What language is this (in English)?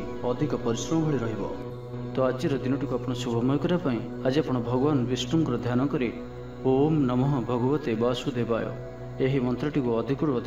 Odia